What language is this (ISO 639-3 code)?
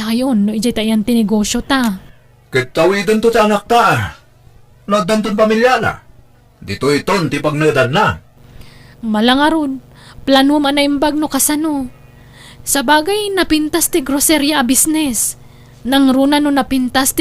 ilo